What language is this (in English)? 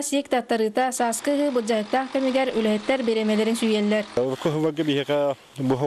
Yakut